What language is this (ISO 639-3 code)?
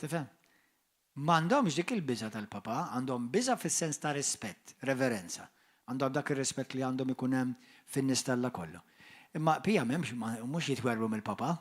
mlt